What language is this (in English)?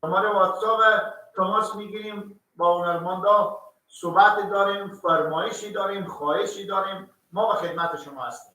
Persian